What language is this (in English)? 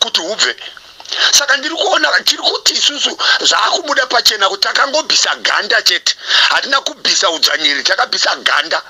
Shona